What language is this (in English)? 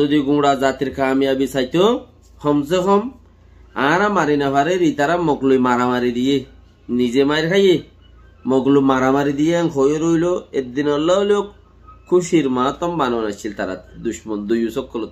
Rohingya